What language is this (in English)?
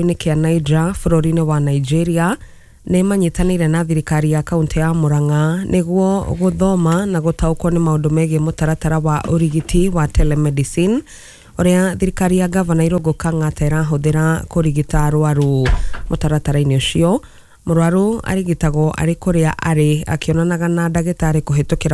Kikuyu